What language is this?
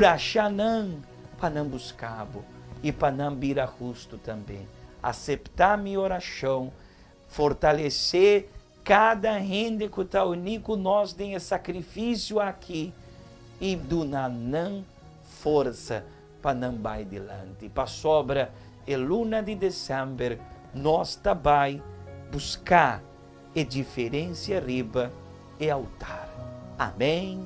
Papiamento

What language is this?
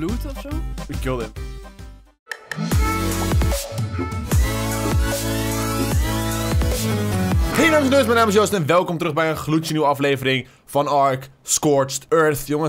Dutch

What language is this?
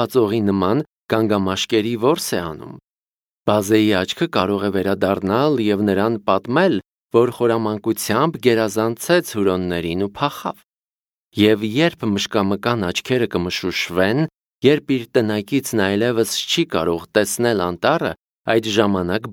Armenian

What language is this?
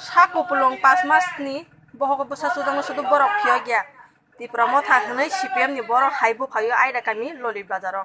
Kok Borok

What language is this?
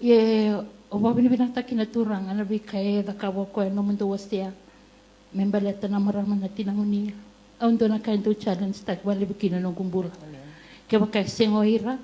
Fijian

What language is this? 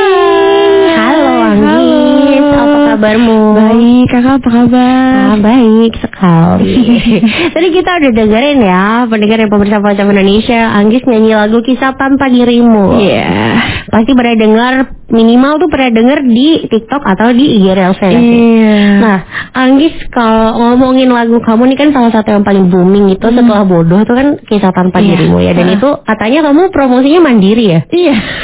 Indonesian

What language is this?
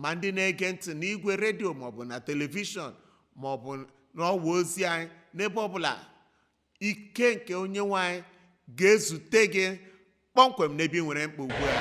Igbo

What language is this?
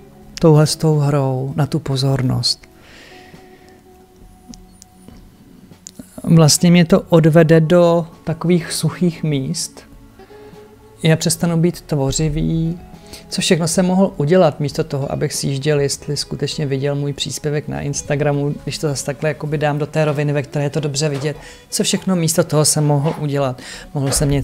Czech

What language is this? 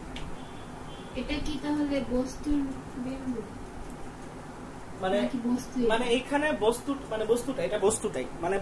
Bangla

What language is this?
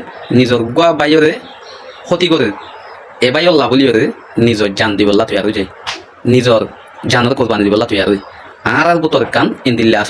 Rohingya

